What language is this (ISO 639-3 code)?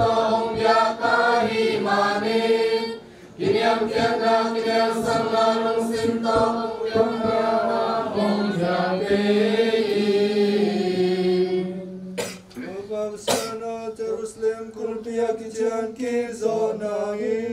ctd